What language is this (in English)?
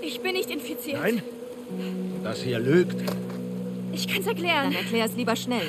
Bavarian